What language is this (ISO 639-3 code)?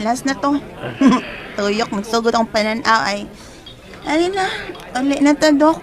ceb